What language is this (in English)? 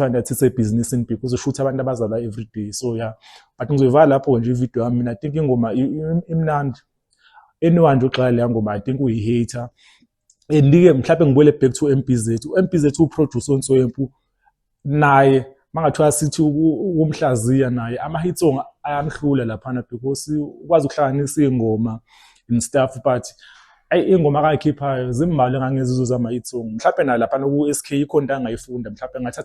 Zulu